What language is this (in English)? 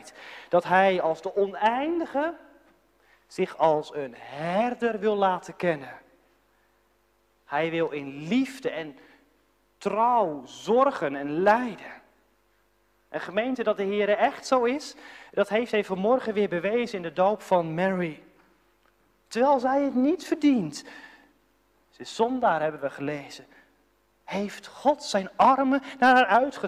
Dutch